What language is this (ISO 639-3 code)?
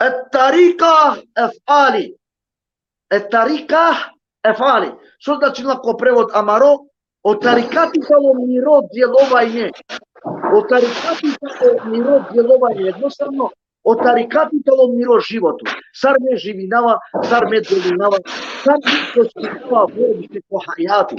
rmn